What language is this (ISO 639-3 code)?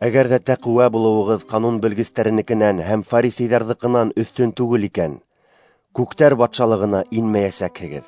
bak